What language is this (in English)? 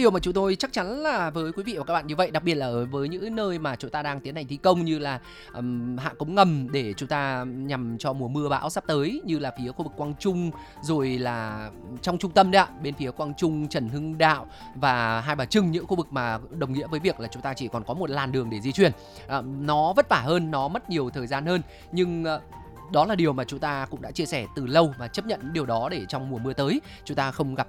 Vietnamese